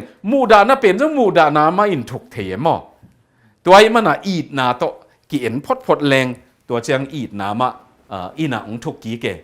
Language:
Tedim Chin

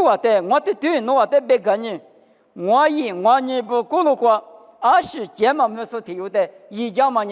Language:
Lisu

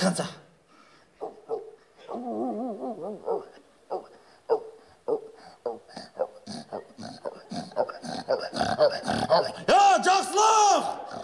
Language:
Kazakh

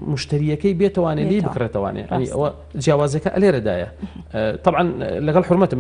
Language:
Central Kurdish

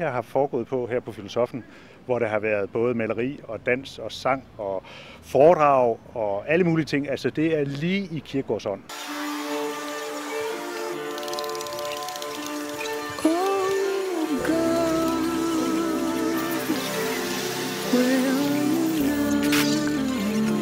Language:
Danish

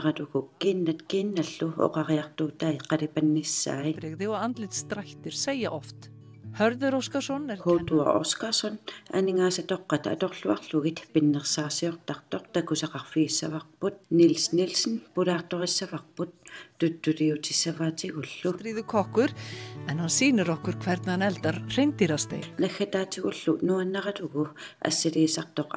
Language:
Kalaallisut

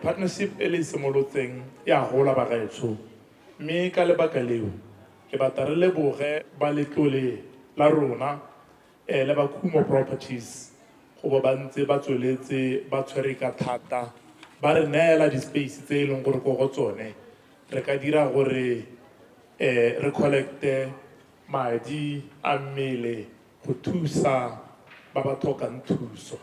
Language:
Tswana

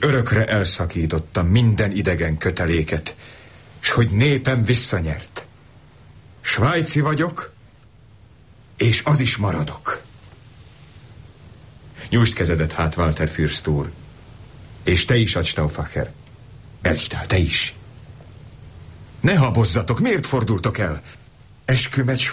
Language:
Hungarian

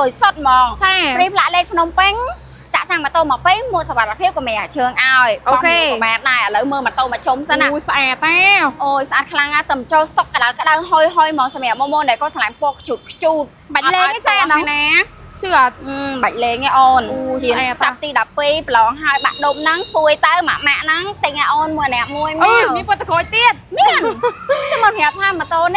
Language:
Khmer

